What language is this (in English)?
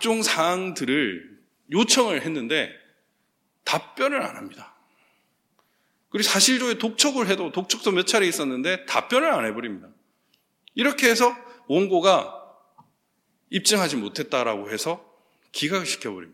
Korean